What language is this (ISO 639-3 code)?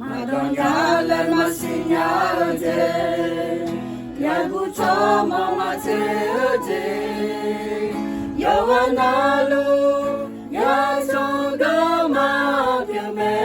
ahk